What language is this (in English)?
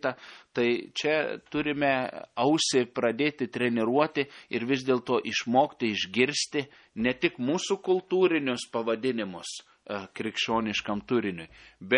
Lithuanian